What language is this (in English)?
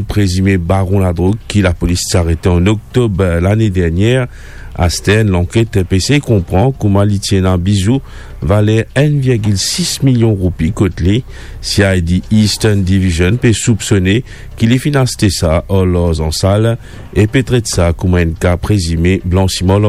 Morisyen